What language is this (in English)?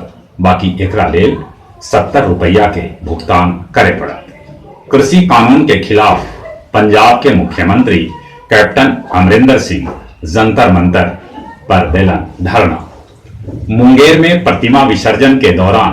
Magahi